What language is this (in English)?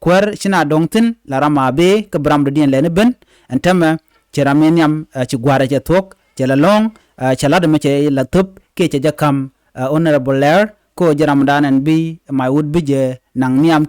Nuer